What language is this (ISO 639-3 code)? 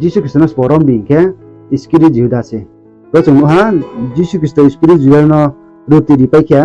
ria